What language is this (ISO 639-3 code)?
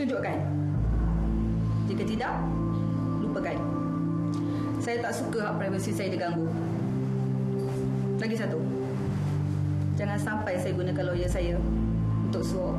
msa